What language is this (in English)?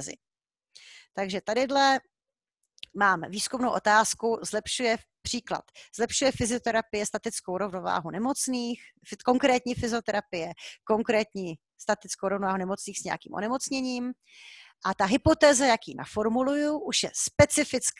Czech